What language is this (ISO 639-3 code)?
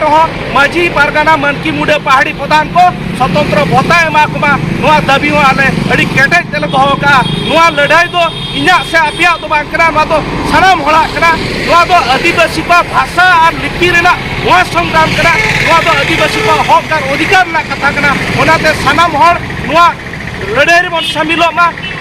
sat